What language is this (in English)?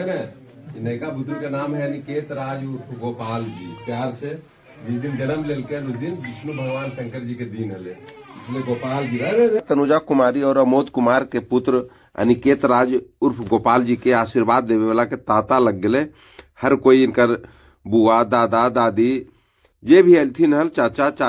Magahi